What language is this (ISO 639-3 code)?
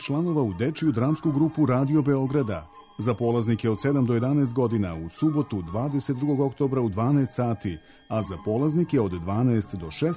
srp